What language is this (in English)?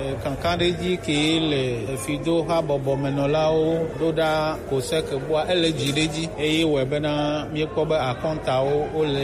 Gen